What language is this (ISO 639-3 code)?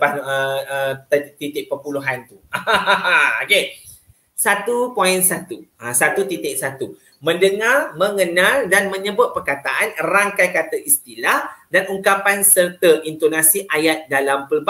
msa